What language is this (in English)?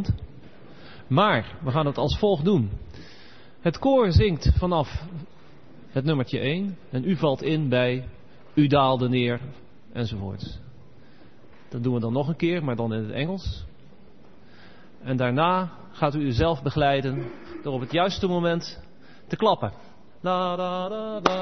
Dutch